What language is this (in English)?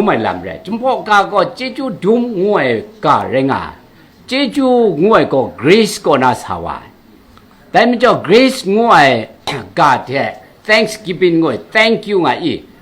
Kachin